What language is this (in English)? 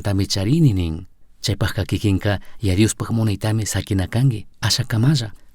Chimborazo Highland Quichua